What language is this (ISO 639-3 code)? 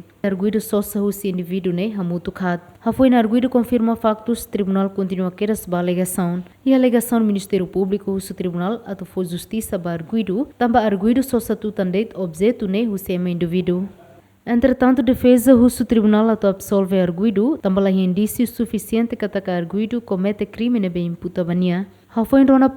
tet